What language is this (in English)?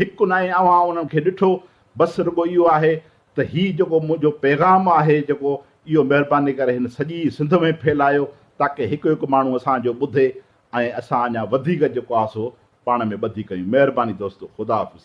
Sindhi